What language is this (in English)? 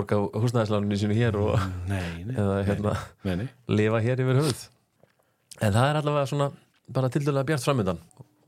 Icelandic